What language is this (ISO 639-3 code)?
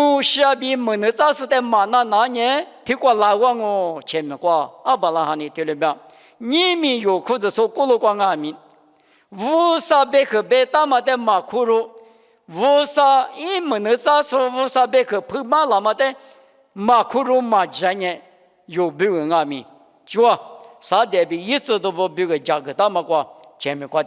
lis